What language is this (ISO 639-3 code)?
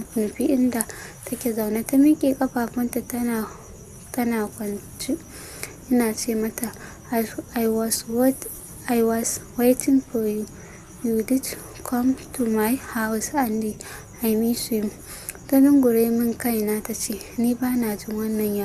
hau